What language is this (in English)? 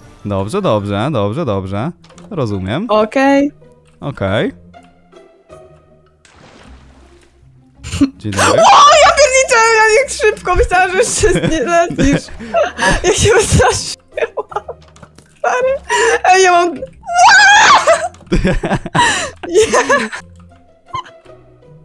Polish